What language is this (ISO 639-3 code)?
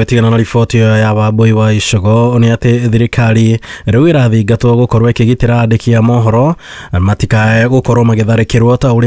kik